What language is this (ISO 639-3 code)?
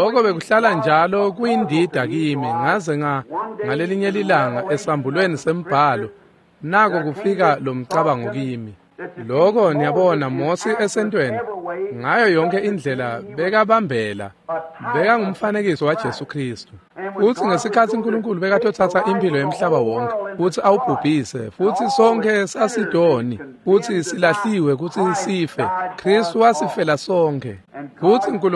ssw